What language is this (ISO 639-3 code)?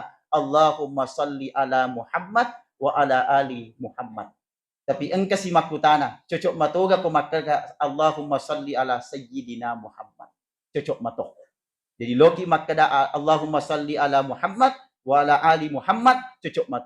bug